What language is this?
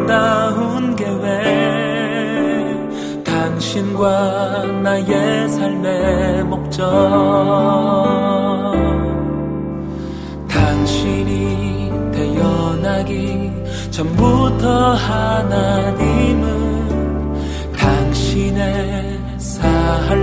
Korean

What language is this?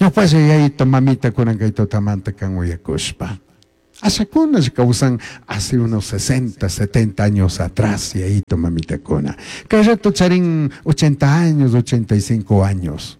Chimborazo Highland Quichua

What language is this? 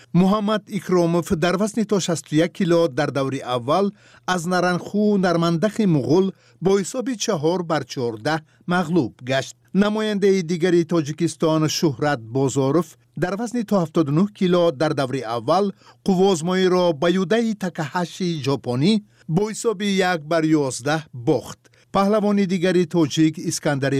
Tajik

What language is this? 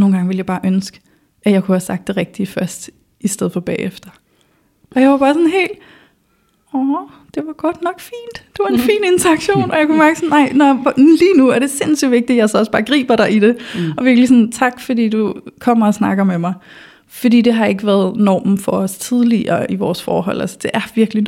Danish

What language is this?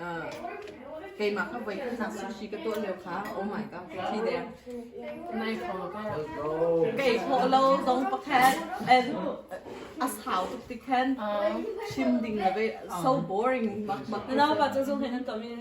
Hakha Chin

